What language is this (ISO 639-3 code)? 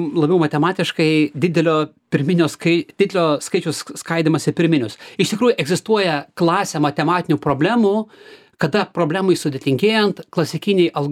lit